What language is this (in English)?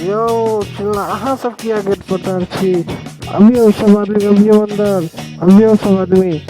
Maithili